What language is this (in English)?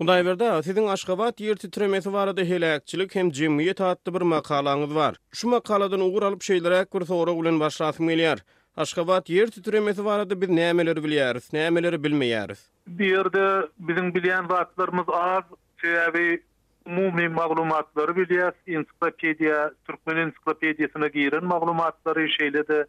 Turkmen